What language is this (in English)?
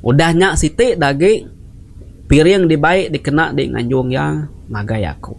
Iban